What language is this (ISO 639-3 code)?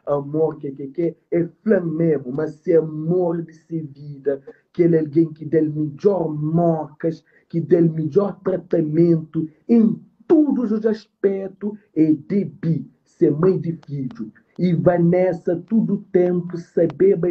kea